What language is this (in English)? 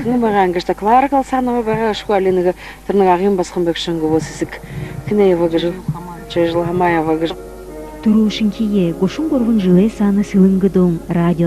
Buriat